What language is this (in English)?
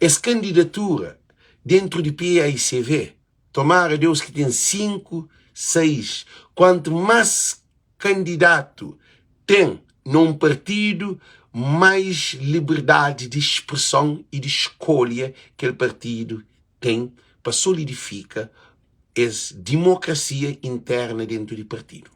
Kabuverdianu